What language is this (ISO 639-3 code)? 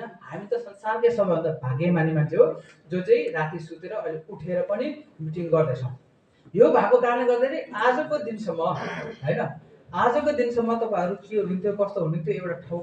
nep